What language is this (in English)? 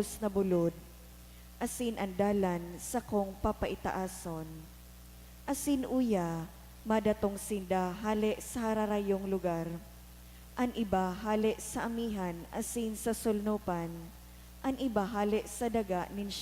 Bikol